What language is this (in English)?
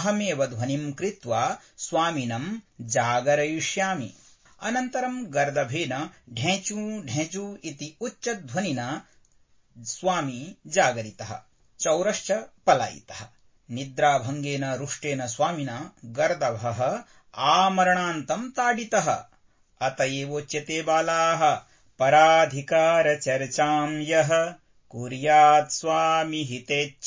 Sanskrit